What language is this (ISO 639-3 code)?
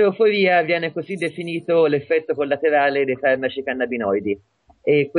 ita